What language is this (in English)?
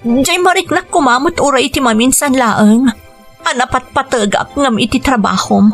Iloko